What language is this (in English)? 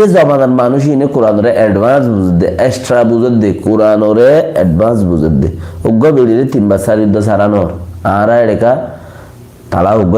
Rohingya